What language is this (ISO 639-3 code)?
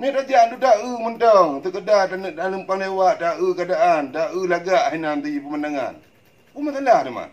ace